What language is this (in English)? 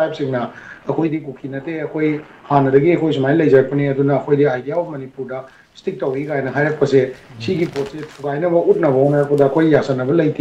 Manipuri